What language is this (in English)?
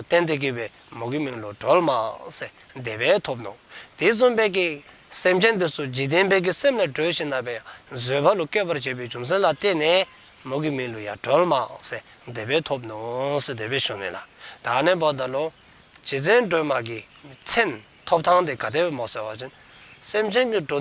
Dzongkha